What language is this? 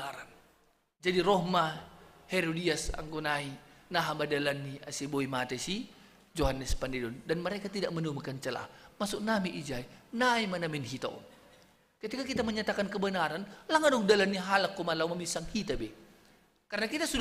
Batak Simalungun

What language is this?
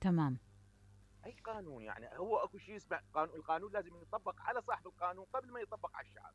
Mesopotamian Arabic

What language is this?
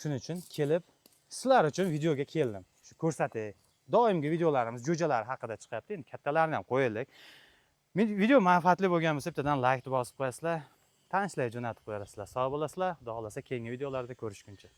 Uzbek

